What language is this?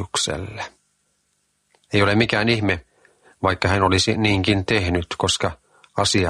Finnish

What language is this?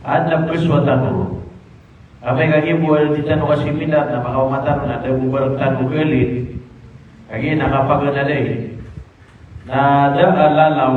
Maranao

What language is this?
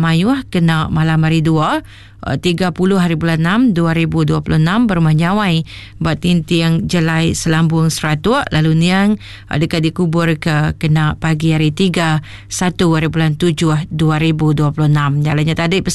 Iban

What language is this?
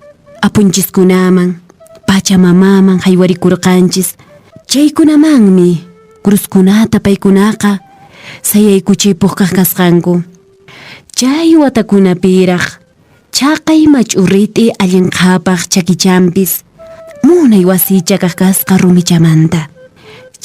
Quechua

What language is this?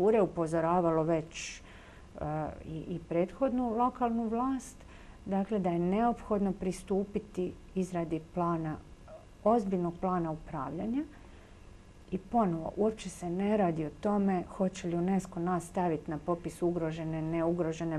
Croatian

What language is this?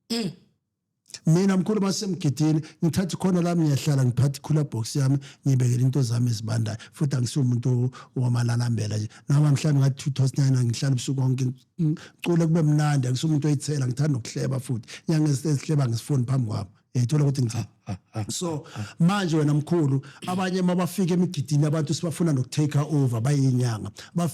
Zulu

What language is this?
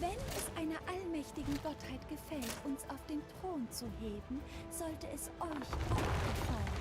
Bavarian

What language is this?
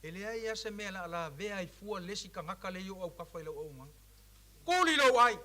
Samoan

